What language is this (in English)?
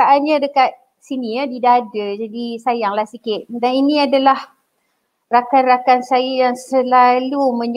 Malay